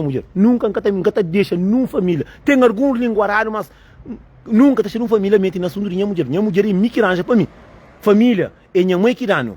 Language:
Kabuverdianu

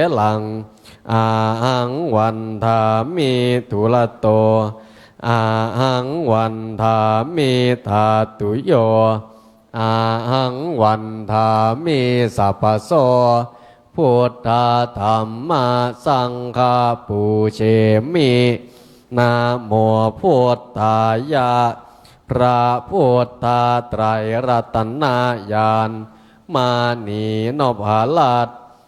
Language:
Pali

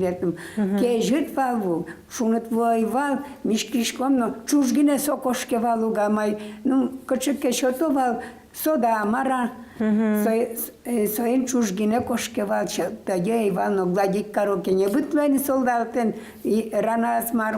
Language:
Udmurt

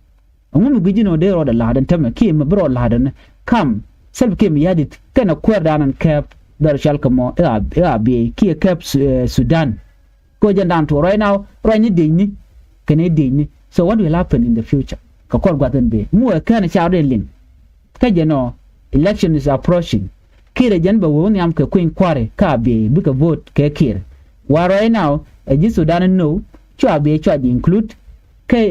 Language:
Nuer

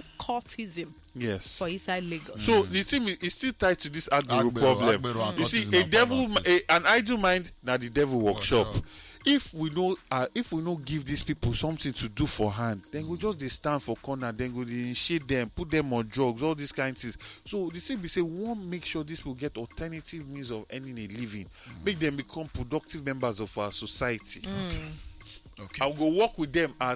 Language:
Nigerian Pidgin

